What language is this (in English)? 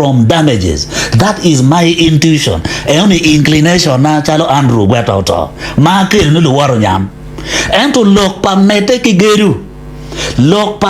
Acoli